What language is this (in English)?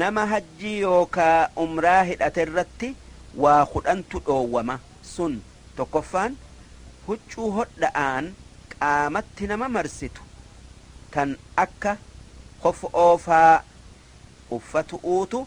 Oromo